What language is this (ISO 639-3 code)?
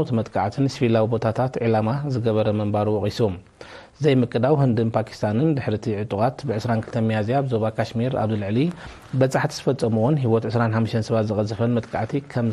tir